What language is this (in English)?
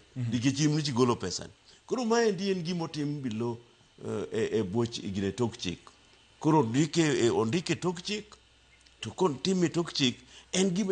Luo (Kenya and Tanzania)